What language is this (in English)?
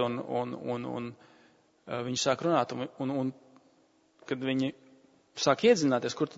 Latvian